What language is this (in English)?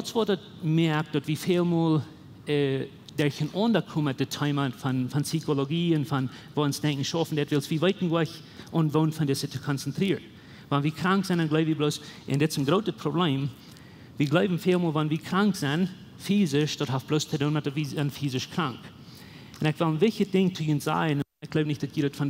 Plautdietsch